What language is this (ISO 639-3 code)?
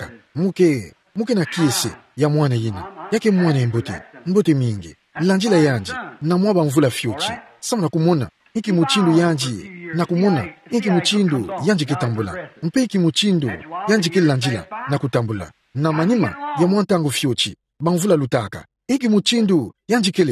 ktu